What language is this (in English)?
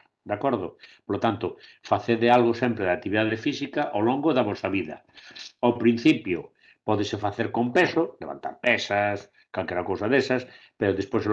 Galician